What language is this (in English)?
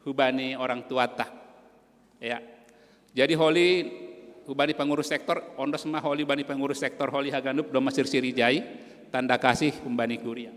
Batak Simalungun